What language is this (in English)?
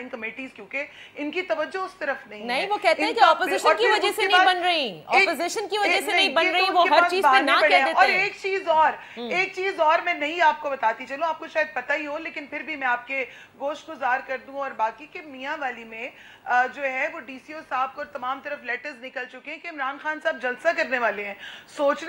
Urdu